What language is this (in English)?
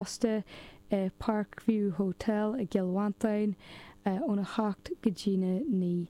Irish